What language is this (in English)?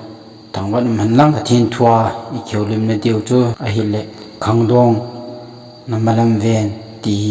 Thado Chin